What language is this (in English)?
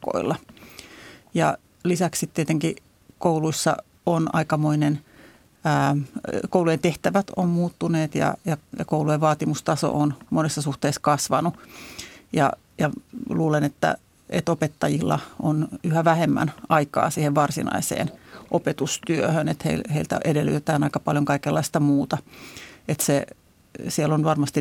Finnish